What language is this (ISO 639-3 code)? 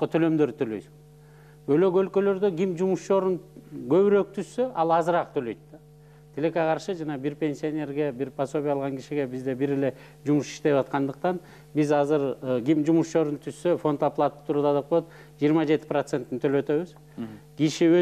kir